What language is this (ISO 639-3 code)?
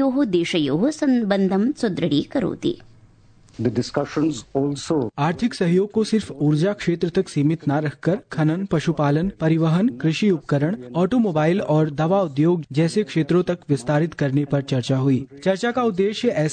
san